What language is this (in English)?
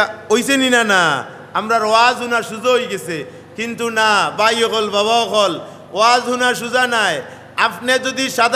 Sylheti